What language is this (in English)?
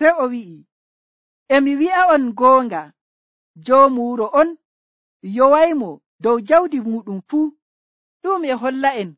Nigerian Fulfulde